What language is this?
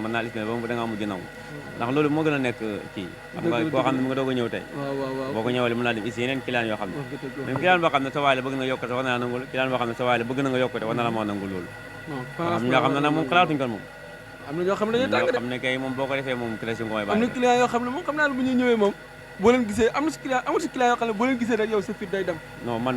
Wolof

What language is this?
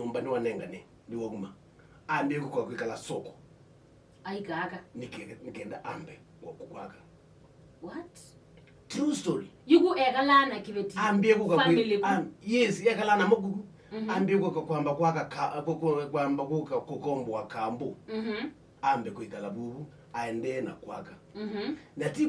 Kamba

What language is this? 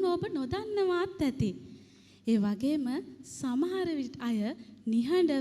Sinhala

